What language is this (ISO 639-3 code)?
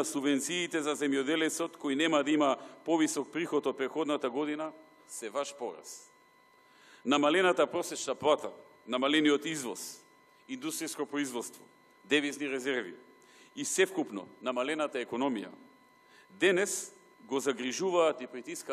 mkd